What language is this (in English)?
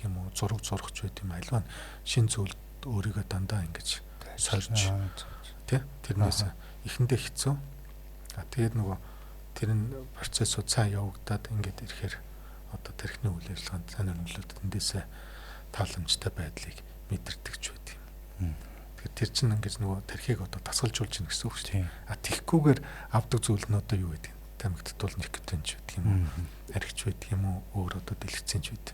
Mongolian